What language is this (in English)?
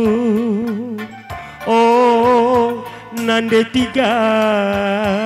Batak Karo